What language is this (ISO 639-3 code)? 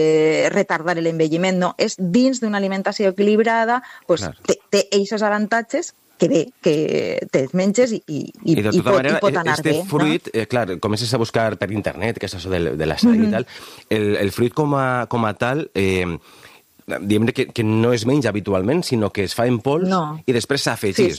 cat